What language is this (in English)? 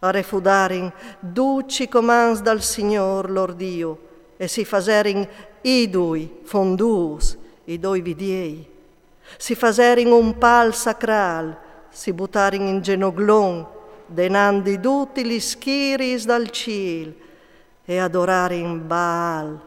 Friulian